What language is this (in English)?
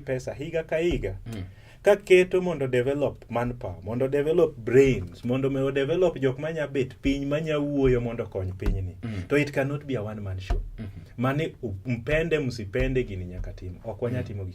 Luo (Kenya and Tanzania)